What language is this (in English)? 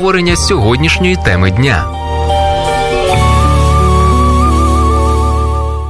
Ukrainian